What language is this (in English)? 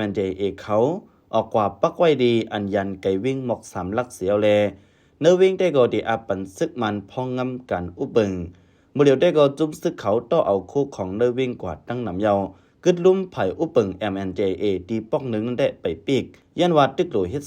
Shan